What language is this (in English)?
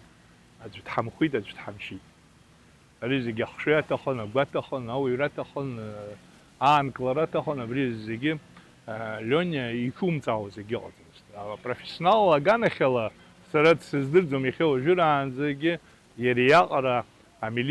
Abkhazian